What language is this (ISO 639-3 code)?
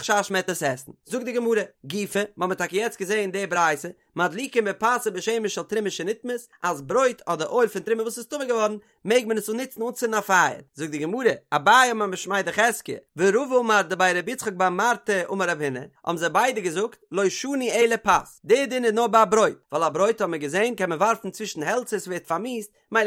yid